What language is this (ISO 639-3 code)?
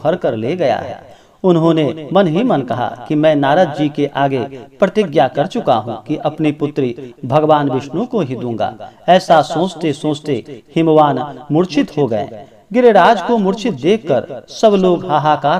hin